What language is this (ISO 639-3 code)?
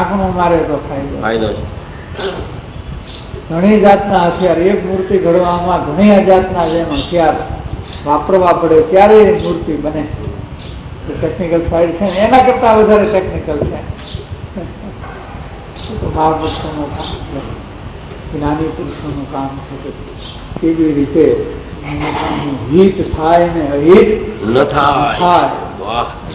guj